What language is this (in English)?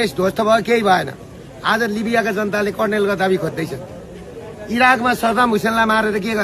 Nepali